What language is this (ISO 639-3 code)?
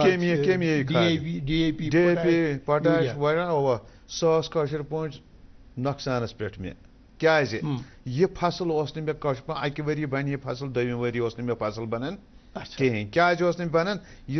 kas